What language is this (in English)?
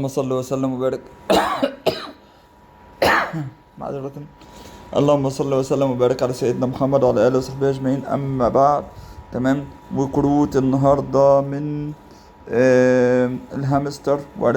Egyptian Arabic